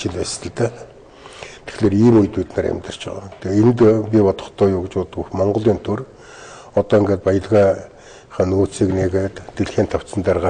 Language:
Mongolian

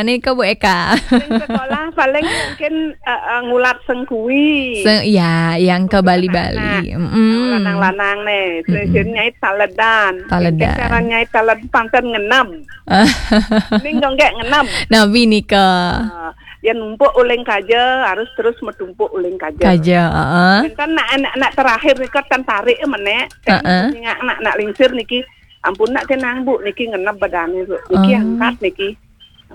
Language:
Balinese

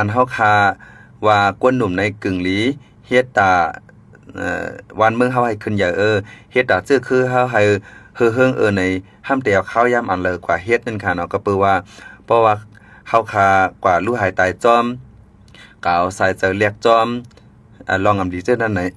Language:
Shan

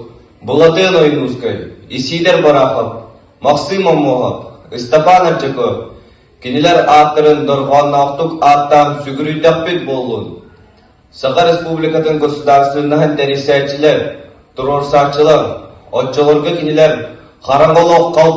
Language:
Yakut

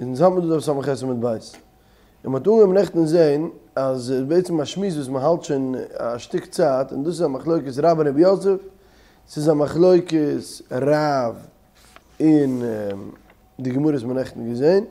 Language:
Yiddish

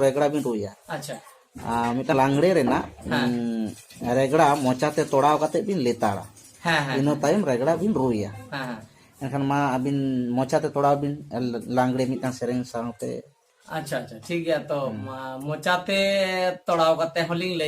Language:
Santali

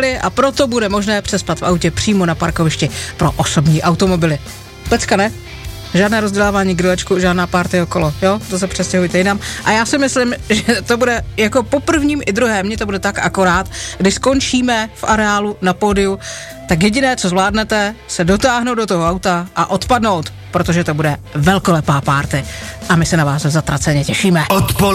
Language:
Czech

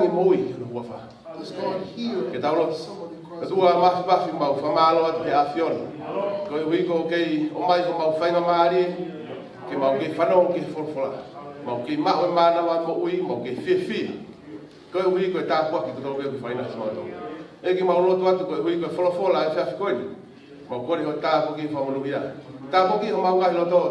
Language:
Tongan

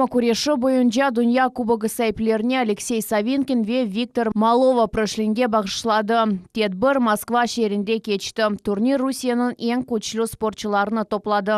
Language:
Crimean Tatar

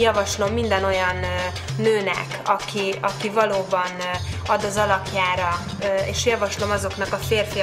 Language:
Hungarian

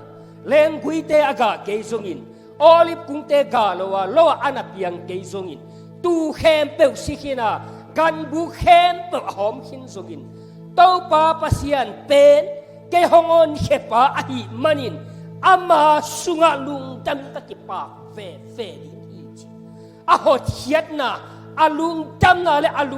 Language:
Tedim Chin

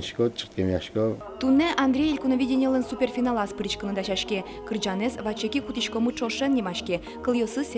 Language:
Udmurt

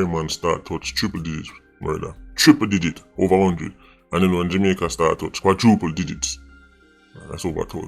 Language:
Jamaican Creole English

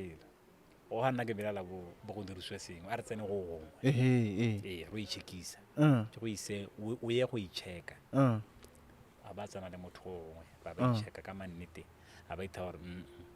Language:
Tswana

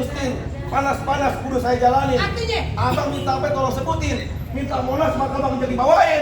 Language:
Betawi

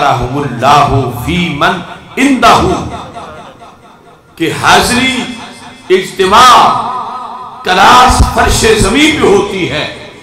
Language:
Urdu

